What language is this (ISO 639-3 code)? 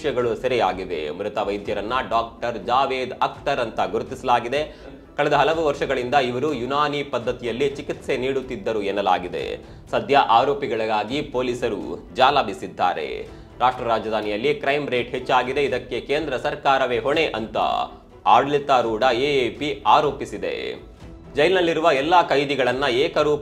kan